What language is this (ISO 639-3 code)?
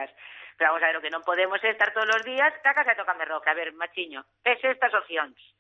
glg